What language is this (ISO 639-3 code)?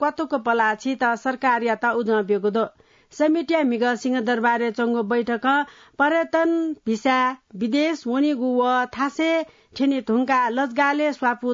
new